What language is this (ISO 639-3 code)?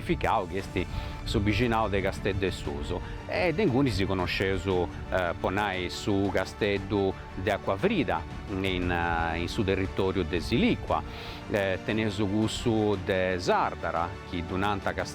srd